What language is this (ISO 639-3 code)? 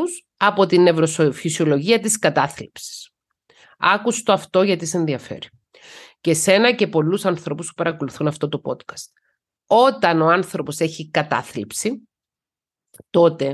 ell